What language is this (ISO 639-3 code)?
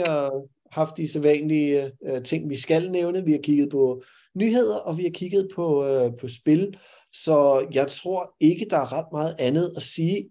dan